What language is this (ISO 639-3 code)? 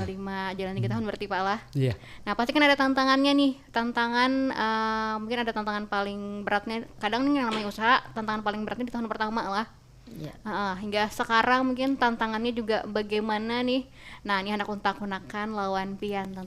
bjn